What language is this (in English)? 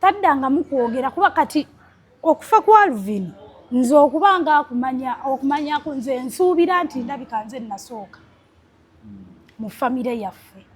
Ganda